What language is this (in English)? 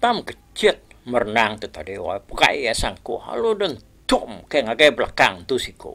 Iban